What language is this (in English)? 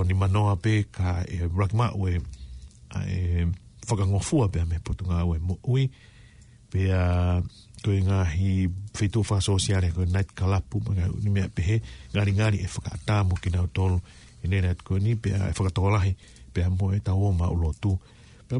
Tongan